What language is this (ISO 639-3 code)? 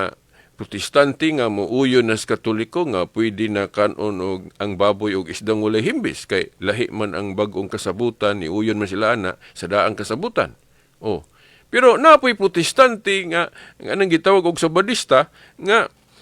ceb